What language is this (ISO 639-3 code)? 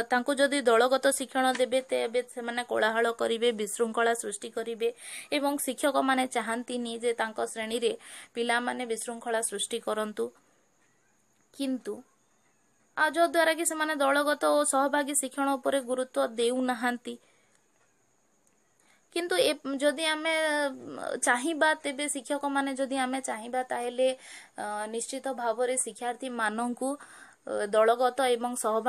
ori